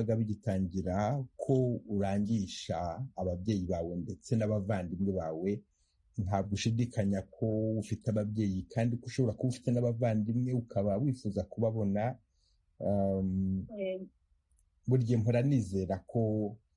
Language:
Kinyarwanda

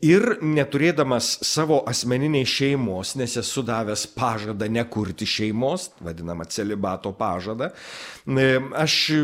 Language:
Lithuanian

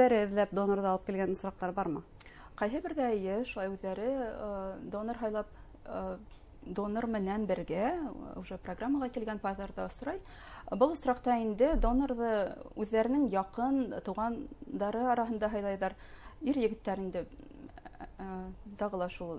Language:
Bashkir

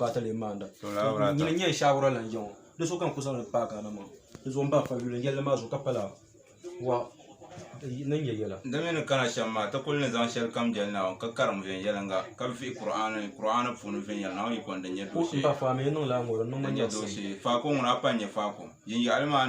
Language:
Dagbani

